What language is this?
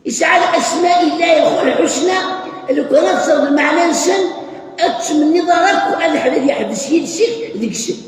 Kabyle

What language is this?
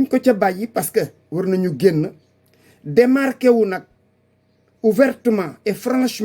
Wolof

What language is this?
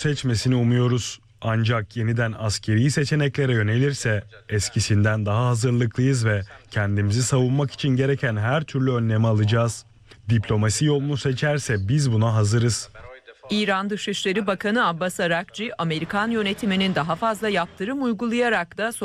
Turkish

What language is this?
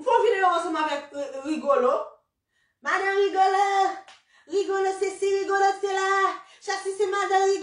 Haitian Creole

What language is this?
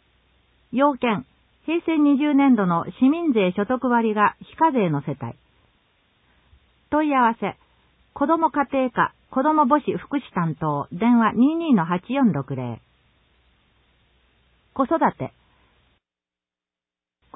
Japanese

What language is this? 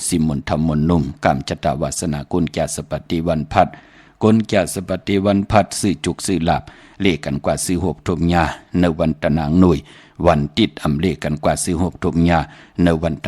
Shan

